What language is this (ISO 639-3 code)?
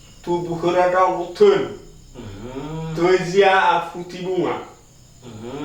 nia